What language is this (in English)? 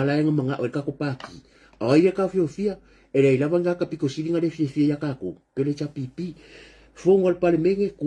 Samoan